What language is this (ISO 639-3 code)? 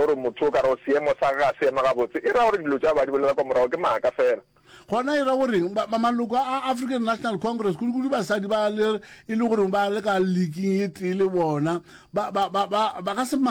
nso